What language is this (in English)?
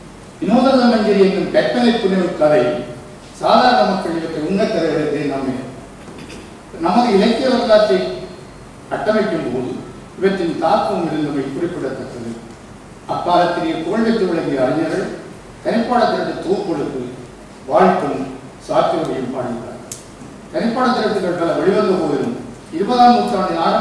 Tamil